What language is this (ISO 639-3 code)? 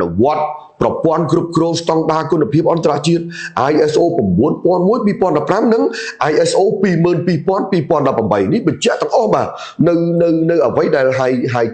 khm